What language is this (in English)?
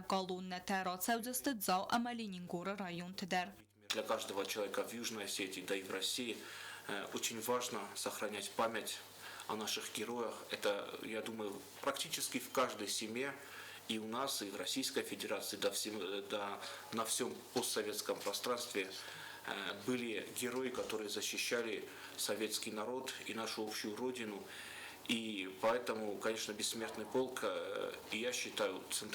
Ossetic